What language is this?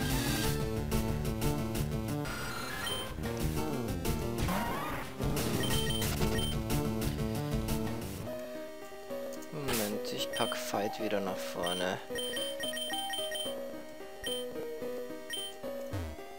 German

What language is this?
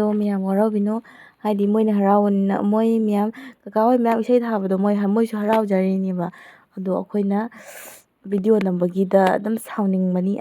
Manipuri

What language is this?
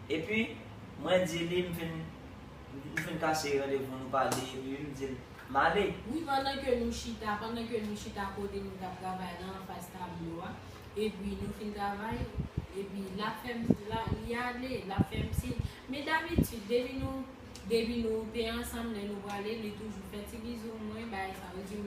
Haitian Creole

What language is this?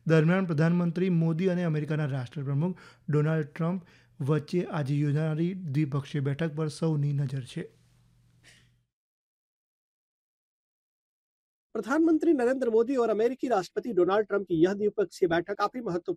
Gujarati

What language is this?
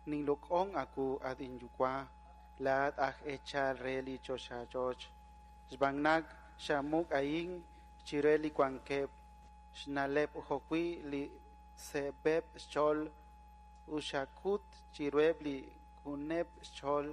Kekchí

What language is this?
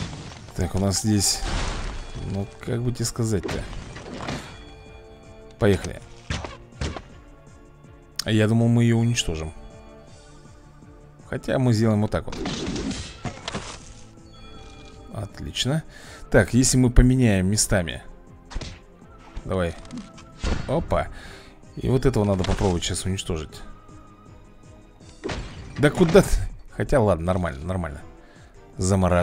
Russian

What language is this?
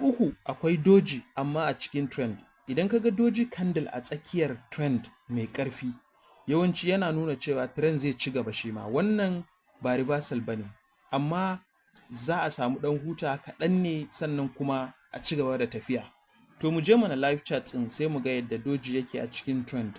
Hausa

